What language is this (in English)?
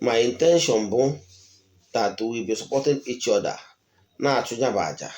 Igbo